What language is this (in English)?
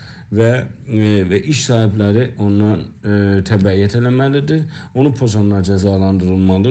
South Azerbaijani